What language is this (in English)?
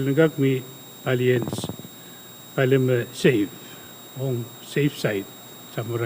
Pohnpeian